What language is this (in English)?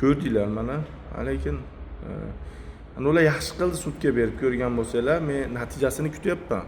Uzbek